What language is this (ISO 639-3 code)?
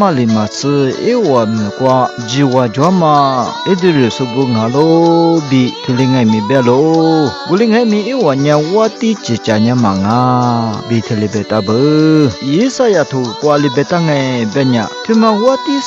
lis